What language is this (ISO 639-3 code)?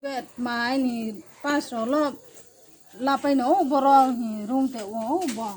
ria